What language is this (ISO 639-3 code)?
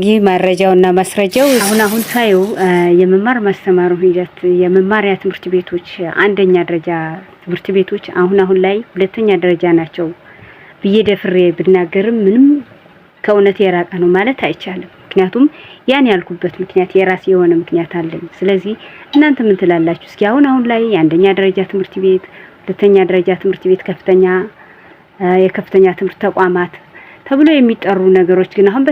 amh